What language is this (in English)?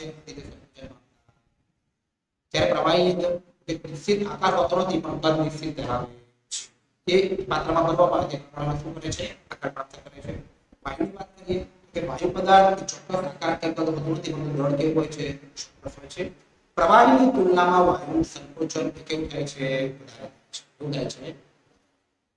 Gujarati